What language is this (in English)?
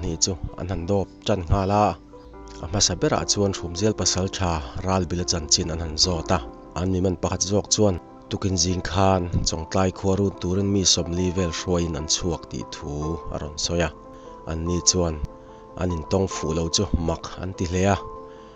Mizo